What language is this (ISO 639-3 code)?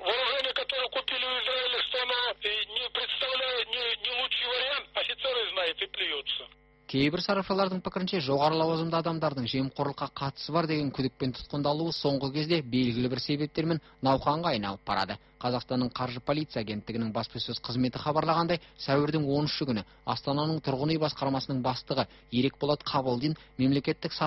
kaz